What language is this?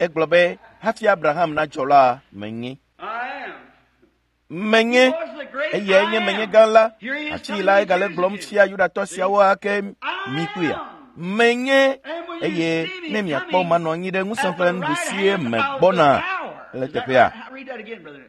Ewe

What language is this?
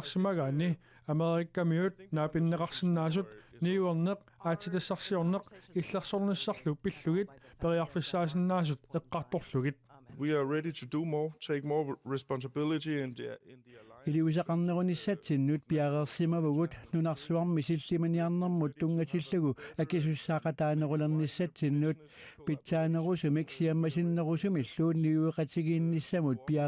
Kalaallisut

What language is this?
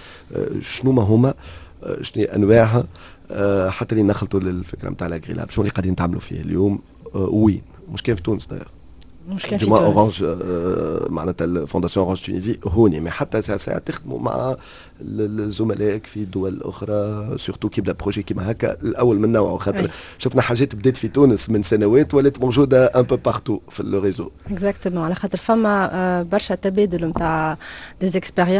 Tunisian Arabic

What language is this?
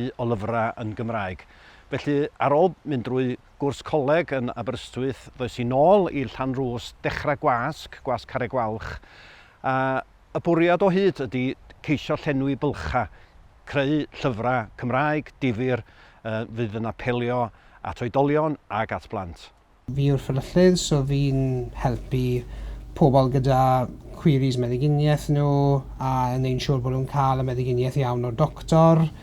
Welsh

